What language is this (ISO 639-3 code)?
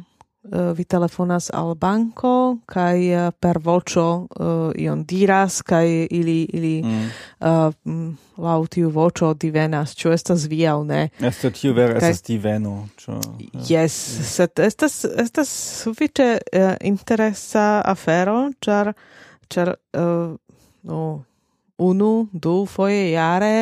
epo